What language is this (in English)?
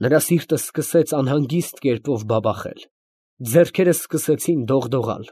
Armenian